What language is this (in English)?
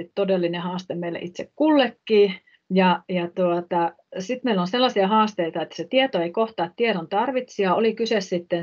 Finnish